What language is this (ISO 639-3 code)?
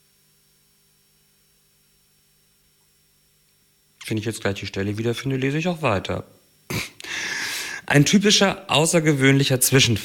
deu